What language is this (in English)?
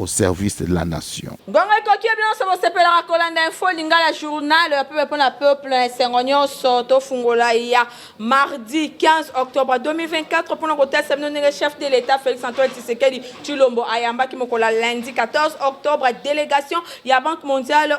Lingala